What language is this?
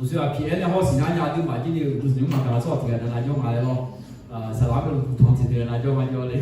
Akha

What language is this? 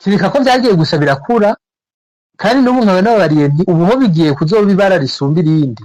Rundi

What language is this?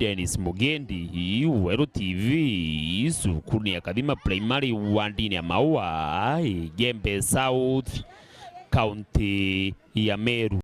Meru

